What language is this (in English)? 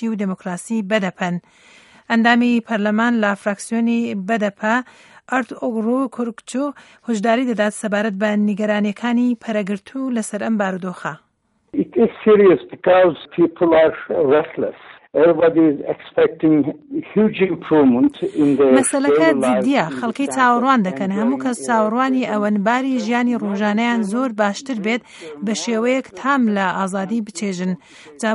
Central Kurdish